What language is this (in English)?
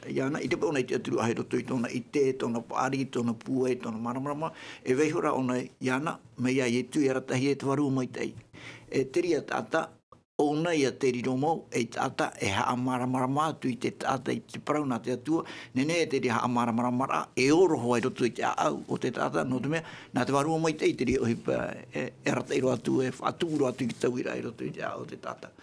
Tahitian